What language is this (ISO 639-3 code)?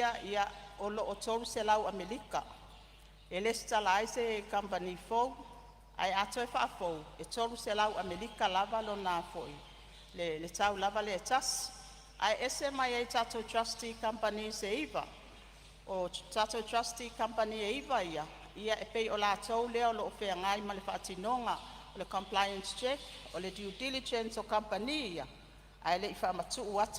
smo